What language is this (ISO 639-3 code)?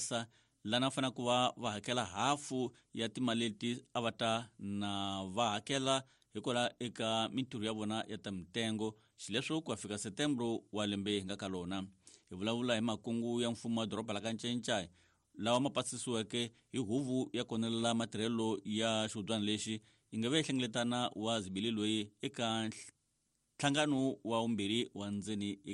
tso